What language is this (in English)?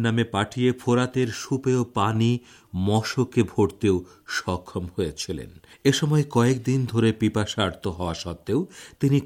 Bangla